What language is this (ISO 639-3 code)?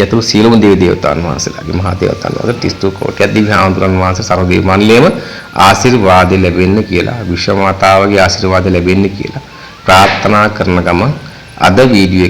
sin